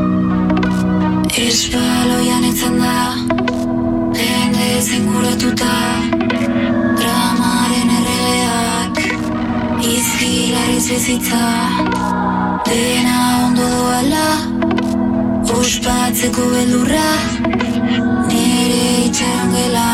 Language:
Basque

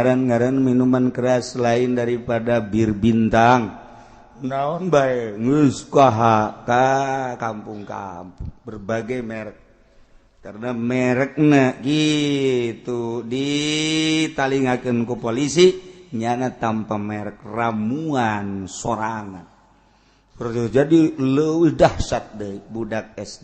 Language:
Sundanese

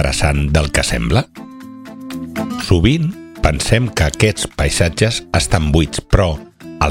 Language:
Catalan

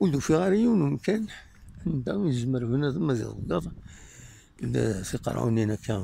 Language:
Kabyle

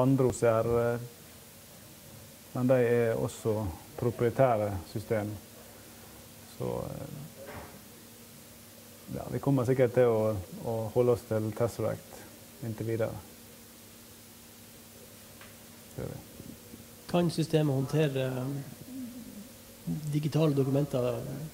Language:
Norwegian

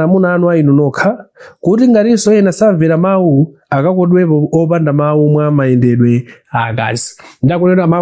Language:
Nyanja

